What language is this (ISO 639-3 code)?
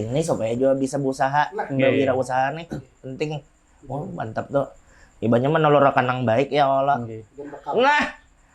bjn